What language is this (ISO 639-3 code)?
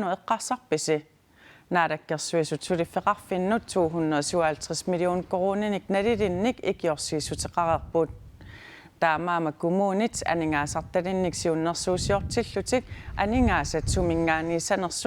kal